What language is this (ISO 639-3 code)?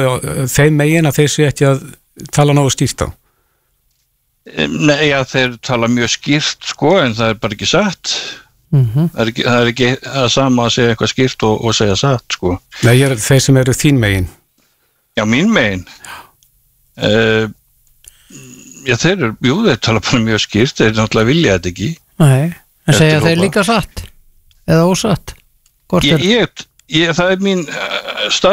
isl